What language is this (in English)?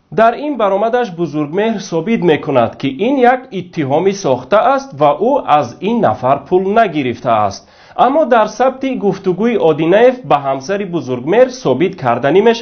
Tajik